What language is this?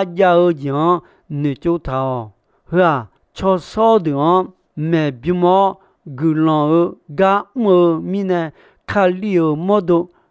Akha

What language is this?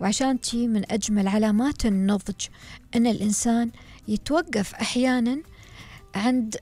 Gulf Arabic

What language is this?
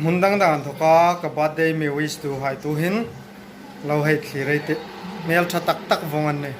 Hmar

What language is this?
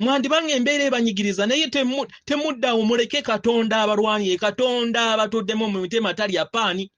Ganda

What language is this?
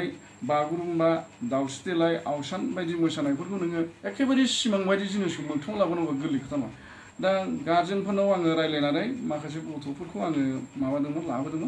Bodo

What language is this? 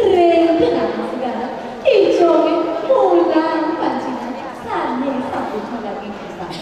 Balinese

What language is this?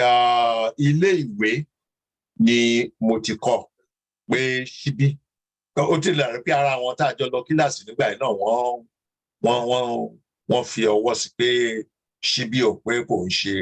Yoruba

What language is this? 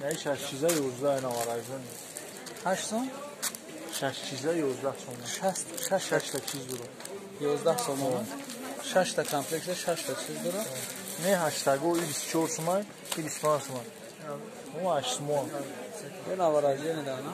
Tajik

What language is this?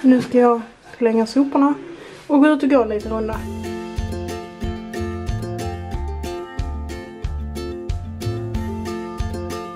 Swedish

